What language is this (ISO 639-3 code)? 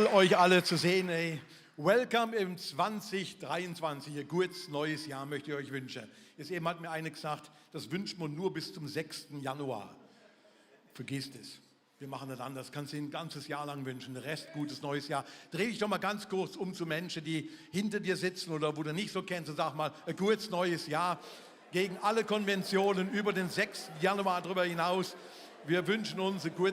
gsw